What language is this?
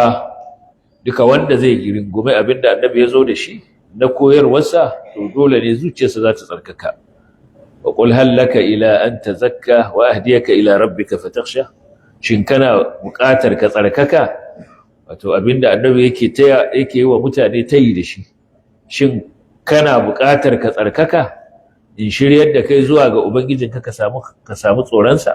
Hausa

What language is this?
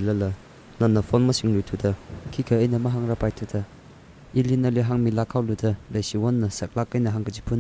Tangkhul Naga (India)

